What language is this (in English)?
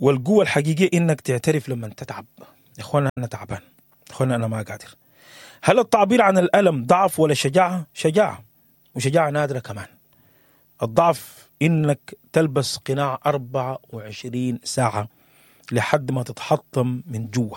Sudanese Arabic